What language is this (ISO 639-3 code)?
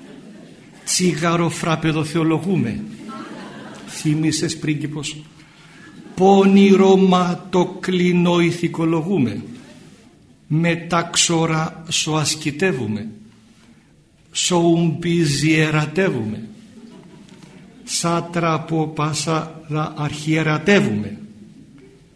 ell